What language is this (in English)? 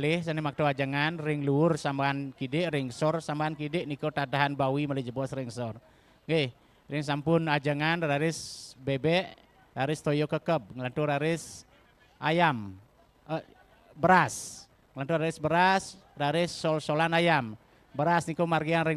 Balinese